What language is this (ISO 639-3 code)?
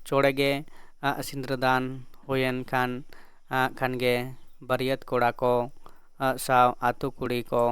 sat